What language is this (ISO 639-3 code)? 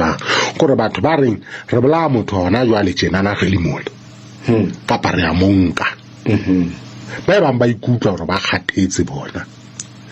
sot